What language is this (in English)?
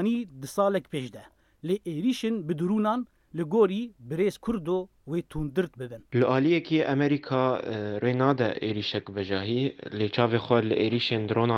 Kurdish